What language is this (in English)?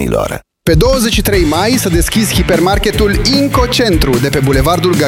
Romanian